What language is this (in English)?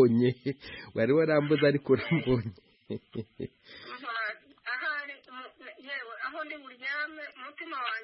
Kinyarwanda